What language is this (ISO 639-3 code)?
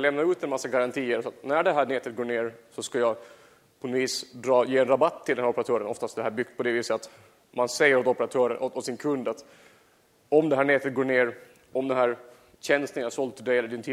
swe